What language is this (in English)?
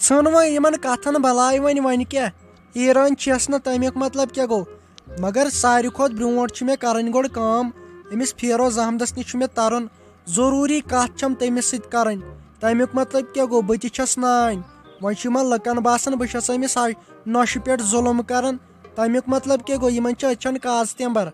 Kashmiri